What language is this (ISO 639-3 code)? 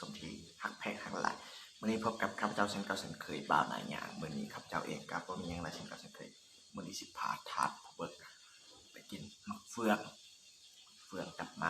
lao